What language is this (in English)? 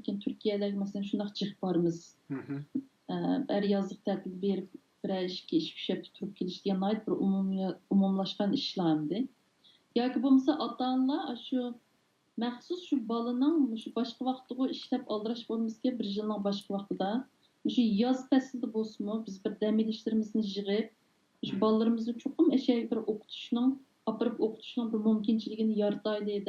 Uyghur